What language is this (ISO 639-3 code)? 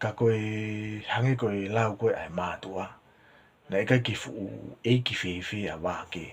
ton